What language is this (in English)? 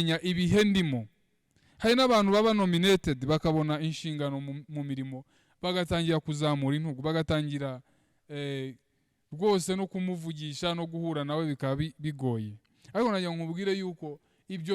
Kinyarwanda